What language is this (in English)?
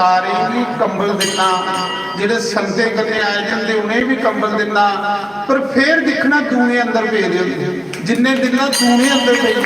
Dogri